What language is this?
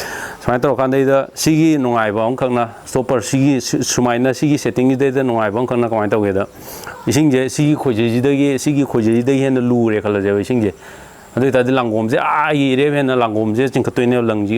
Manipuri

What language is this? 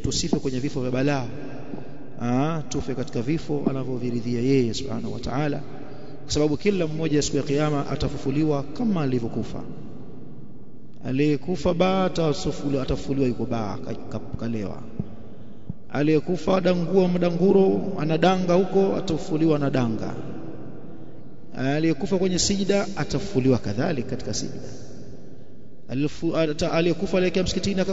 Swahili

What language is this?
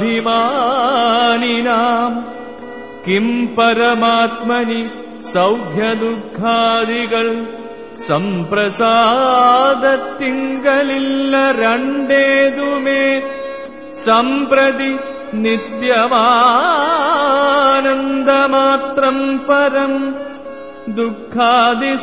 Malayalam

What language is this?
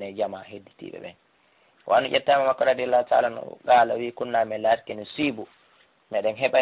Fula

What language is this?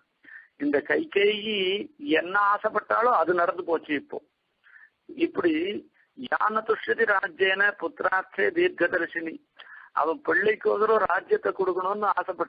Tamil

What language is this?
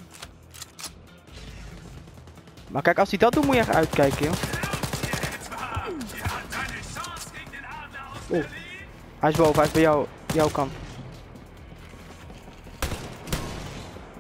Dutch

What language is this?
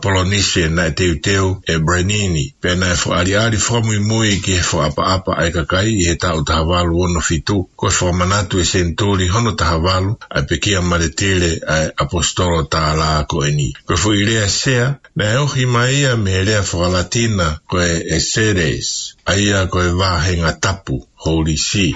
Tongan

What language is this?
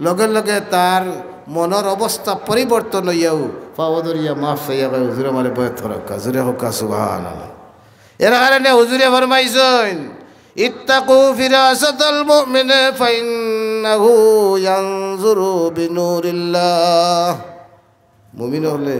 Sylheti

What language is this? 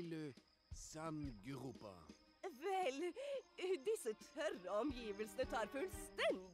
Norwegian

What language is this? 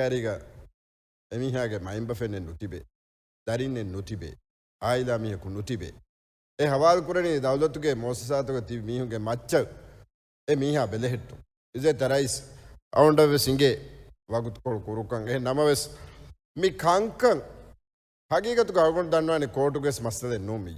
Divehi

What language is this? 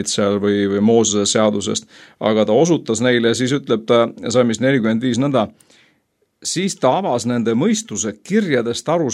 Estonian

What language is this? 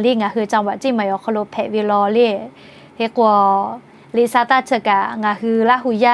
Lahu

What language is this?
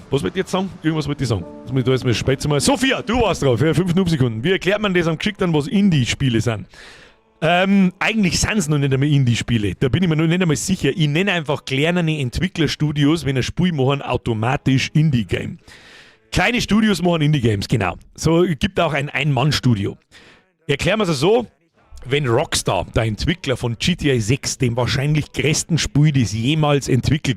Bavarian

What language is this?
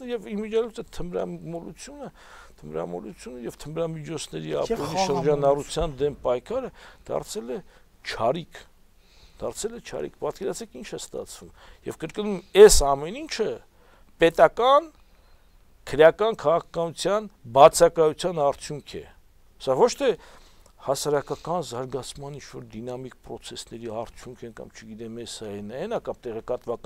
Armenian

